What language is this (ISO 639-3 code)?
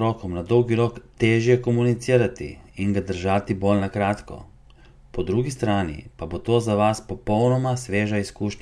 slv